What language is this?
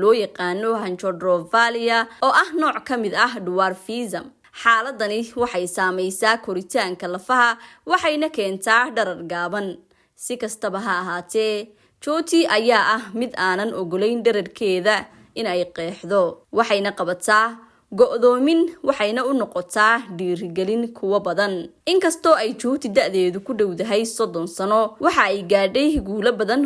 Somali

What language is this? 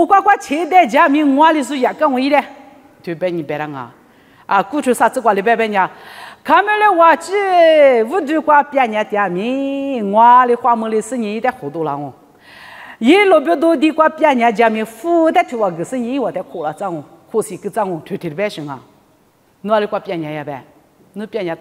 Lisu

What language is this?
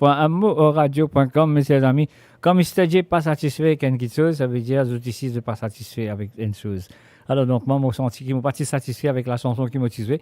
Morisyen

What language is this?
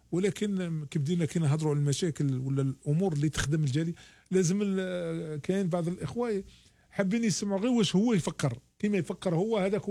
Algerian Arabic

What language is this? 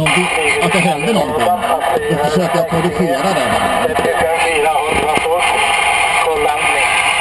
Swedish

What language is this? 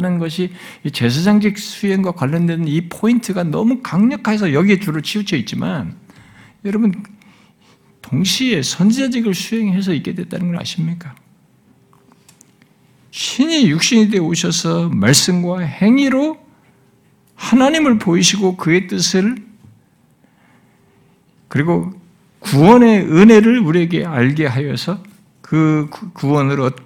Korean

